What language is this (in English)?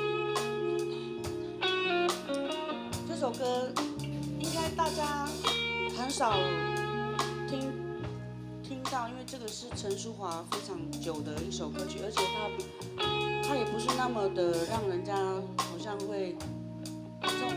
Chinese